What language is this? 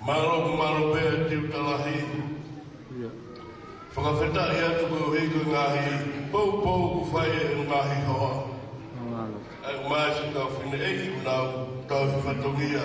Tongan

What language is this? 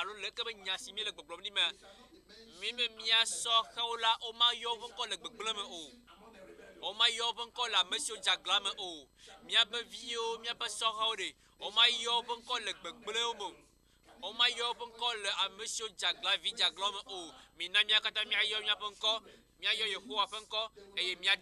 Ewe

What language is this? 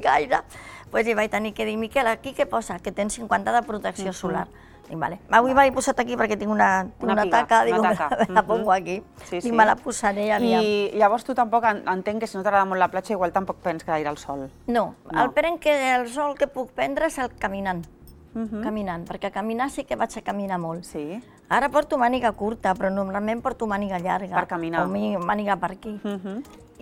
Catalan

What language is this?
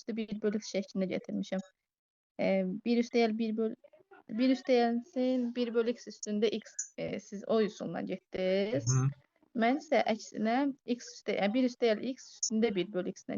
Azerbaijani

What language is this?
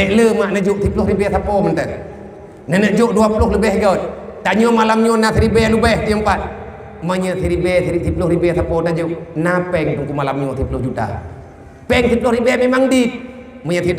Achinese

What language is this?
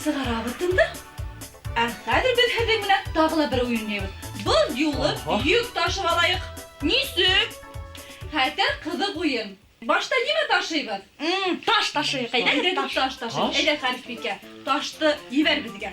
Bashkir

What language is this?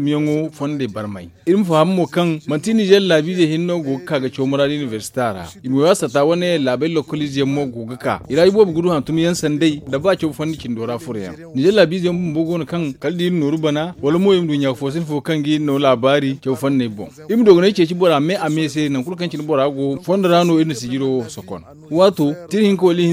Zarma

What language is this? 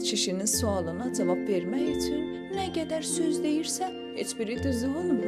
South Azerbaijani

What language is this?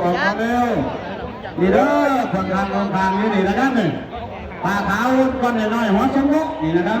Northeastern Thai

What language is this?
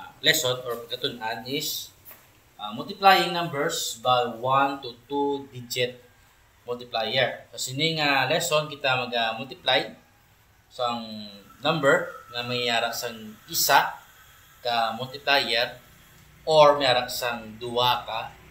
Hiligaynon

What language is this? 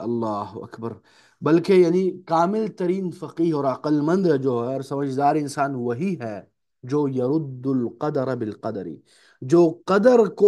Urdu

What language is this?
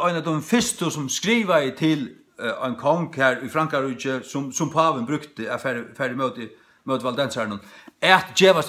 Faroese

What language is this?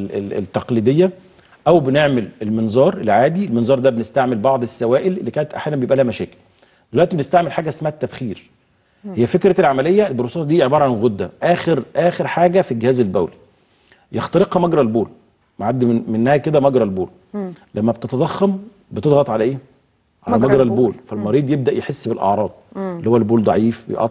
Egyptian Arabic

